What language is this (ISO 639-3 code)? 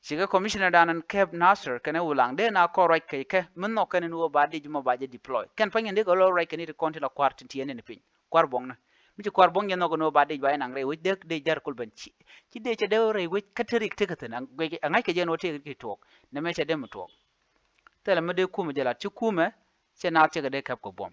nus